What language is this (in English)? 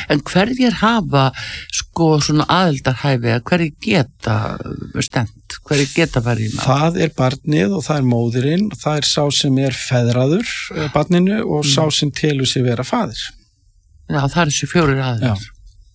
Icelandic